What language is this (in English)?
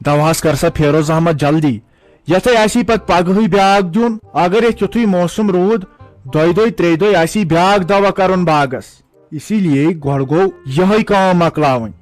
Kashmiri